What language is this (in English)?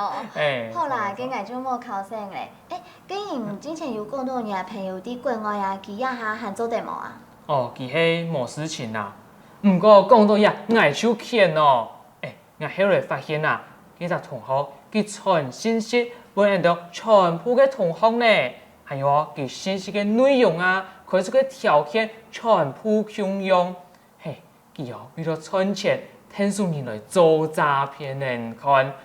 Hakka Chinese